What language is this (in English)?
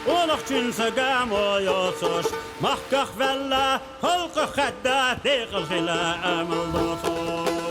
Chechen